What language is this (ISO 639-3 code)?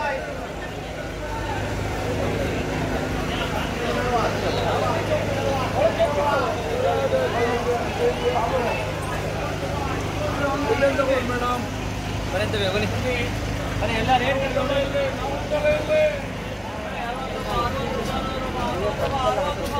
kan